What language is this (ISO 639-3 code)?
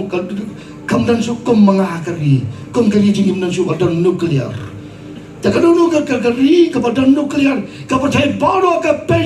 kha